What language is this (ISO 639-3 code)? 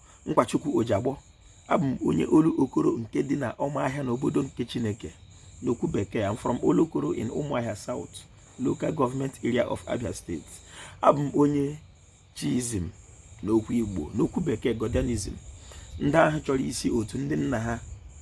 ibo